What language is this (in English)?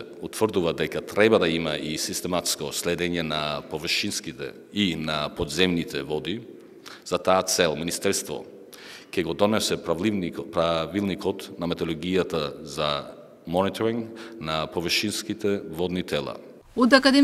Macedonian